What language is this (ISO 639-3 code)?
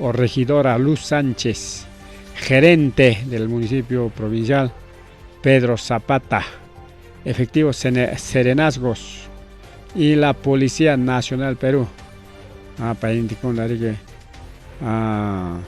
quy